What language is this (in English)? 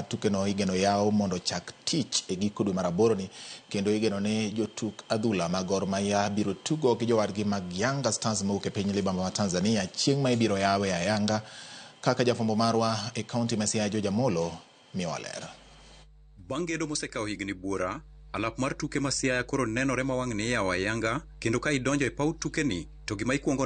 Luo (Kenya and Tanzania)